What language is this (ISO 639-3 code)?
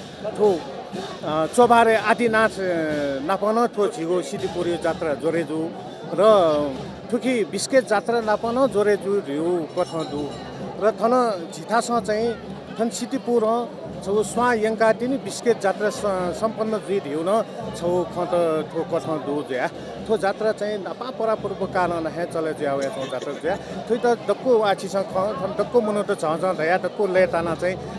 new